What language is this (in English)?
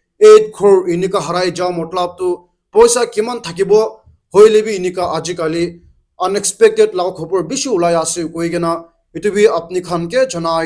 Naga Pidgin